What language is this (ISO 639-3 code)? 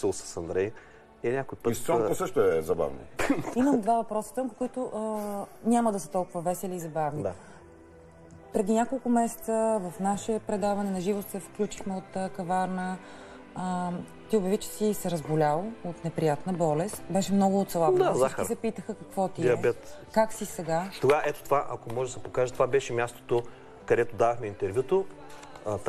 bul